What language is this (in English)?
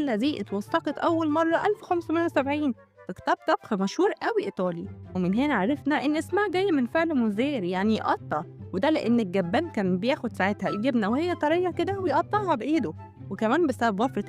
Egyptian Arabic